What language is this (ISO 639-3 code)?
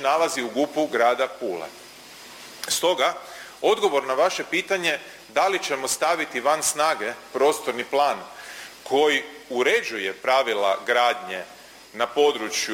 hrv